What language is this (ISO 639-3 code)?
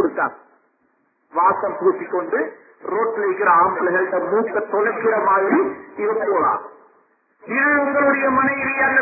tam